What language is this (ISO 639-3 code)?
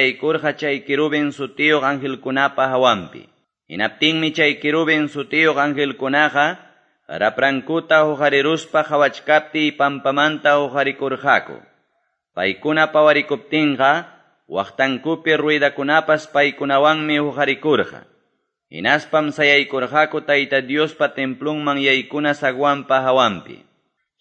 que